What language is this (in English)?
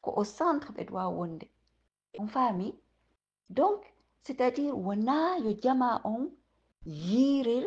Fula